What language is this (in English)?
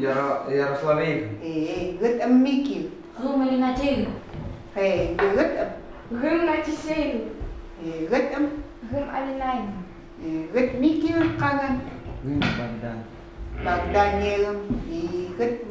Chukot